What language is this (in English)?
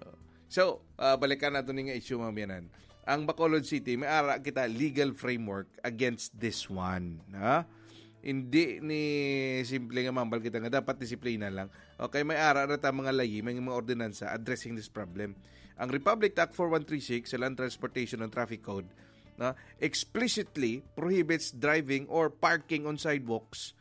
Hiligaynon